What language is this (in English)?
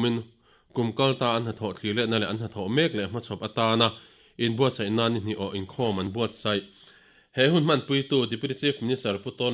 Mizo